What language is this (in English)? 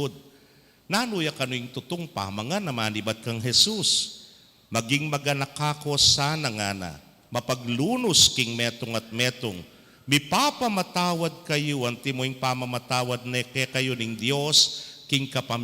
Pampanga